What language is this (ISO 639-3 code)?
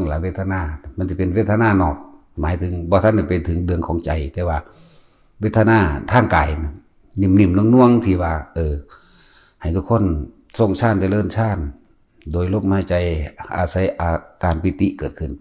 tts